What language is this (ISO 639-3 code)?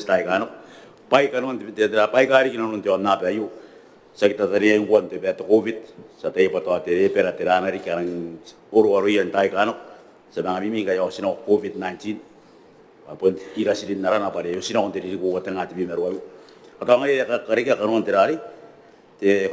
gil